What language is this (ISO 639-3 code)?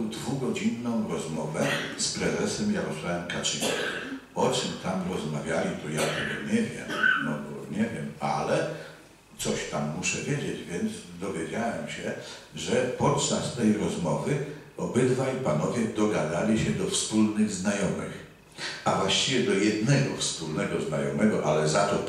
pol